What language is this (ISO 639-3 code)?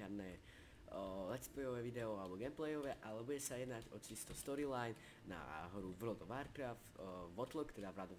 slk